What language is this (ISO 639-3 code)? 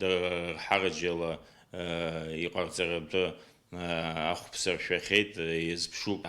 abk